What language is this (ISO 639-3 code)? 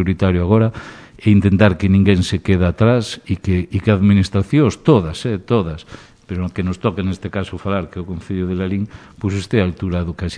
glg